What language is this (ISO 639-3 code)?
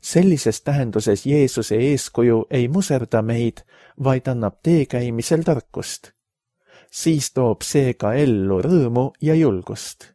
est